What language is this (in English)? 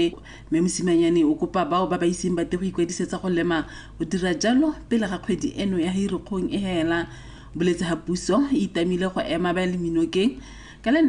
Tswana